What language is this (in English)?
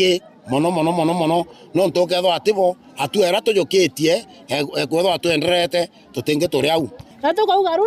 Meru